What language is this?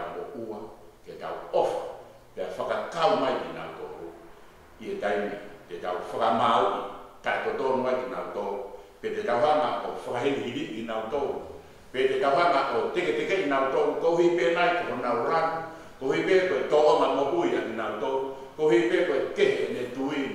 Tongan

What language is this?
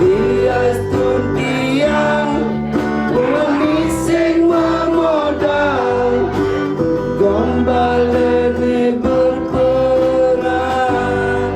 Balinese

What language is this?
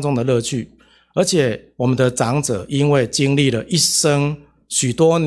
Chinese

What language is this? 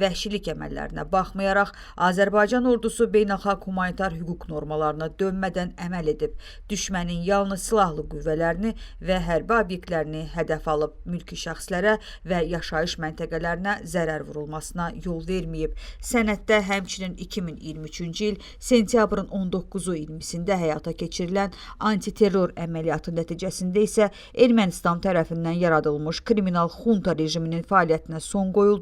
Azerbaijani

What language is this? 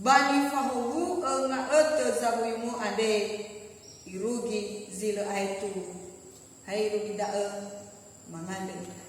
Nias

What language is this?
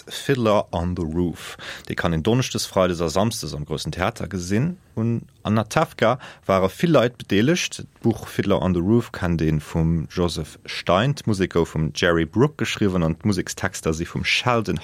Luxembourgish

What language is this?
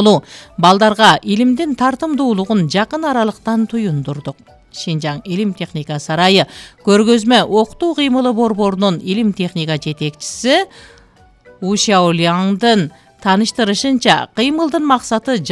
Kyrgyz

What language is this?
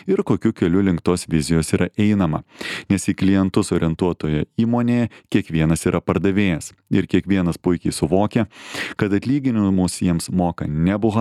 Lithuanian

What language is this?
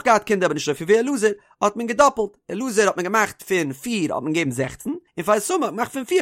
Yiddish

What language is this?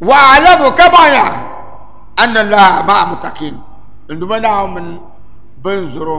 Dagbani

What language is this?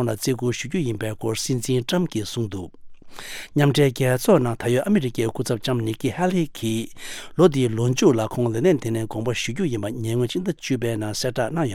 Tibetan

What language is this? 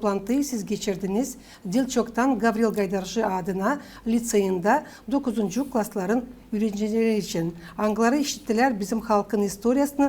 Gagauz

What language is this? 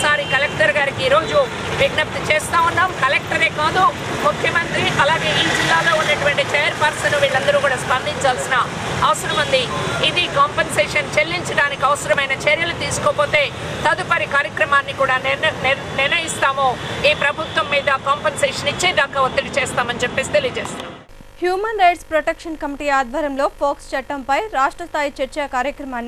Telugu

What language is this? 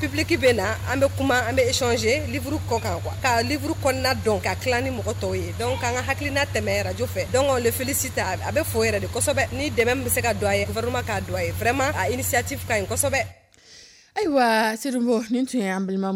Dyula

